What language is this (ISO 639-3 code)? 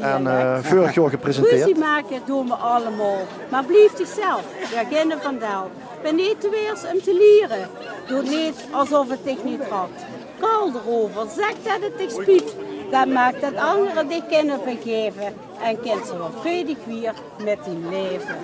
lim